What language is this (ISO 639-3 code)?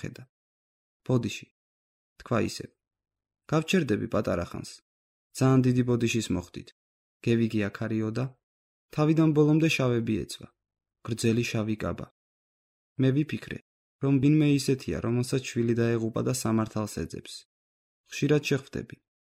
kat